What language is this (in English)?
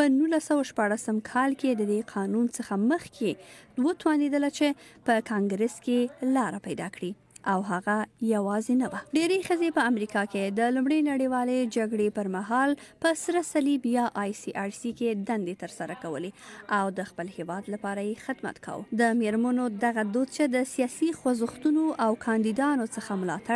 Pashto